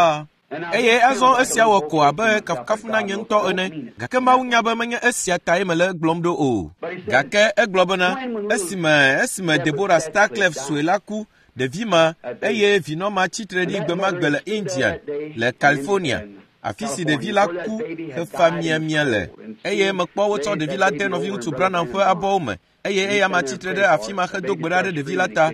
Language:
Ewe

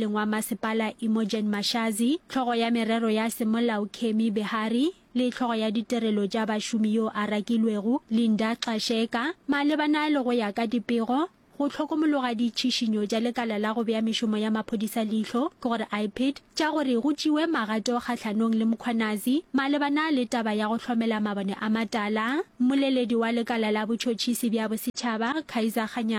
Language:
Northern Sotho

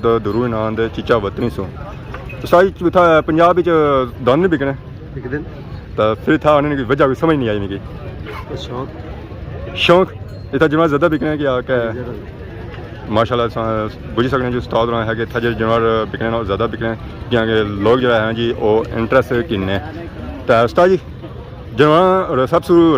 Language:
Pahari-Potwari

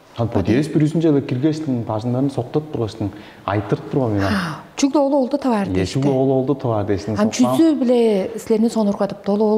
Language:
Tuvinian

